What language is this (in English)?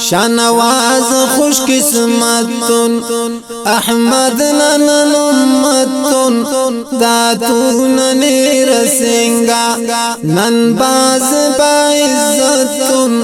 Brahui